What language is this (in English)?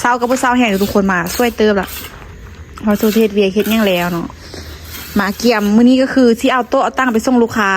Lao